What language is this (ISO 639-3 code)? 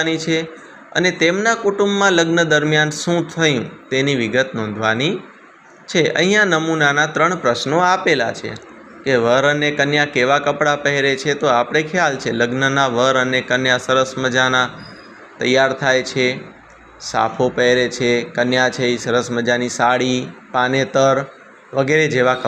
guj